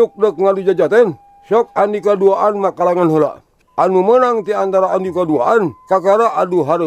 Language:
Sundanese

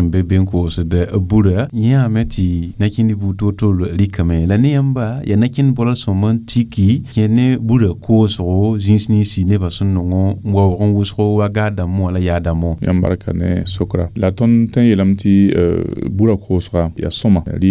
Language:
Mossi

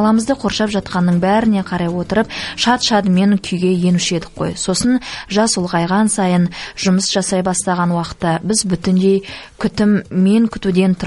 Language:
Kazakh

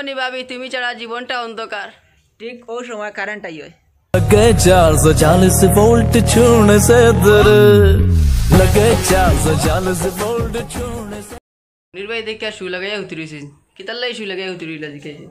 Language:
Sylheti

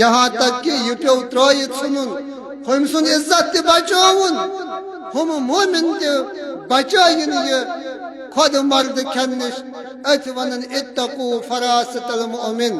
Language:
Kashmiri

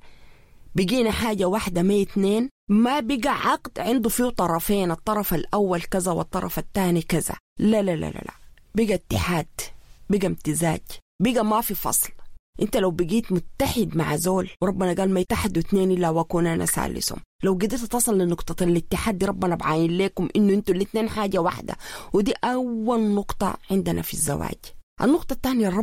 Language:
Sudanese Arabic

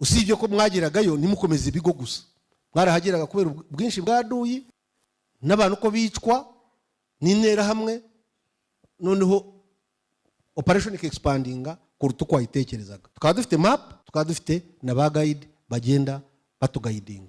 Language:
Kinyarwanda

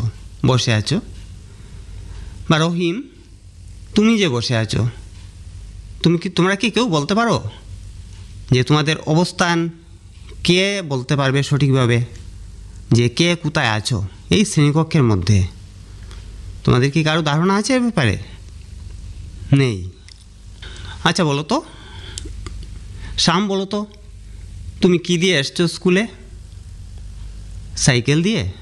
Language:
Bangla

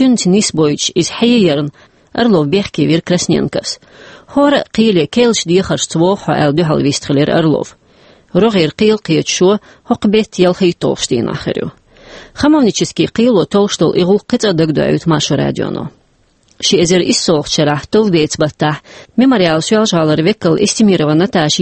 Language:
Chechen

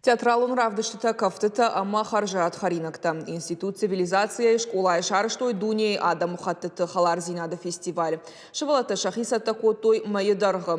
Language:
Ossetic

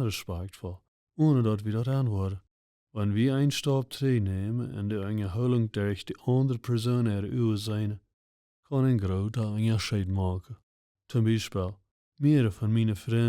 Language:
Plautdietsch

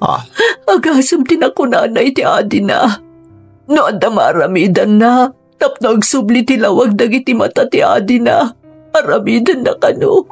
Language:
Iloko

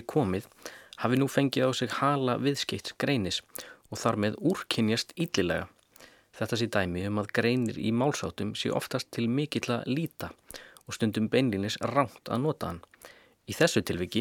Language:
Icelandic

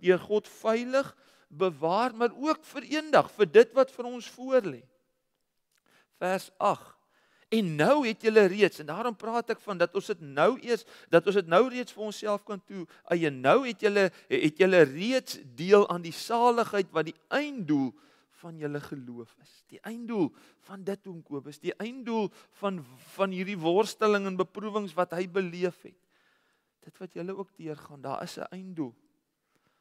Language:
Afrikaans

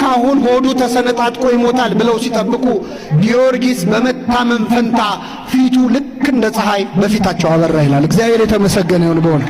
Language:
Amharic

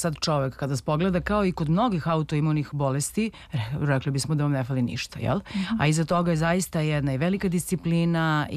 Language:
Serbian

